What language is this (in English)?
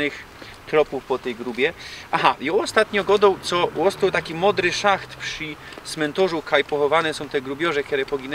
Silesian